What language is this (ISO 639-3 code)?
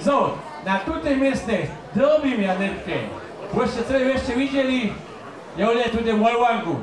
hsb